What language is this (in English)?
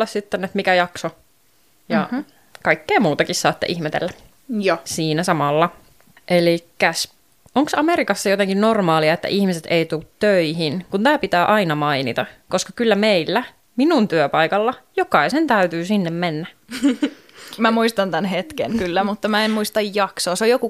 Finnish